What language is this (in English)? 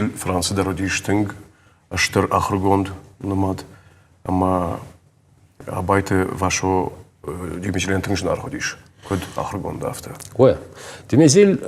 Ossetic